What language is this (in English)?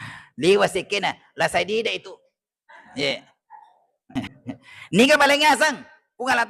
Buginese